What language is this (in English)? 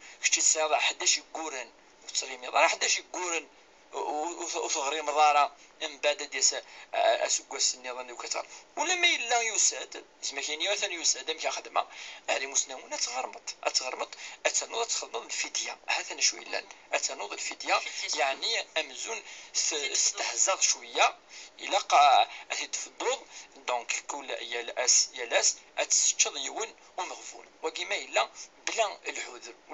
Kabyle